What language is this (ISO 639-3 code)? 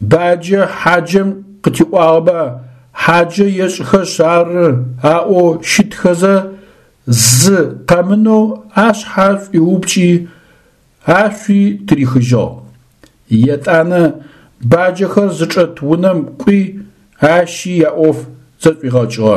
ady